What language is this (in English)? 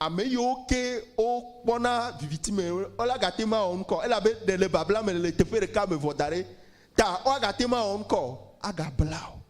Ewe